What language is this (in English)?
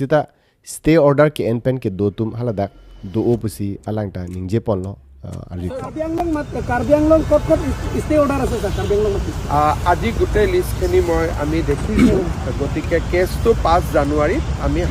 Karbi